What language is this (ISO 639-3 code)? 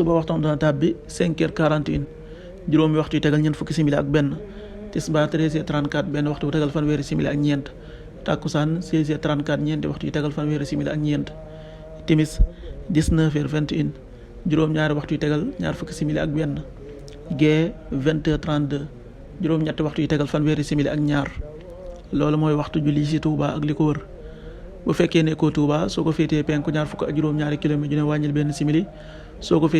wol